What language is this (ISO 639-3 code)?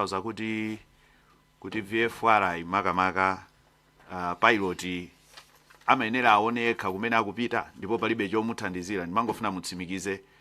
nya